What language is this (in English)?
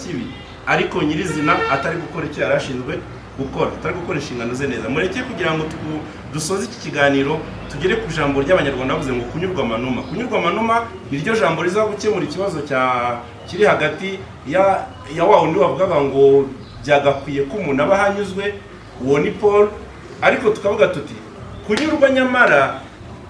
Kinyarwanda